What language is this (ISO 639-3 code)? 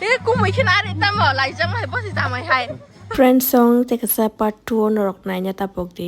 trp